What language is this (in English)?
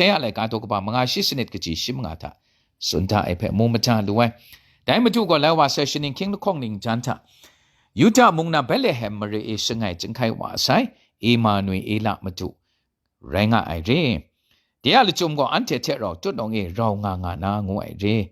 Kachin